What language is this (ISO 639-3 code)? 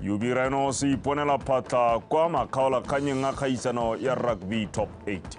tsn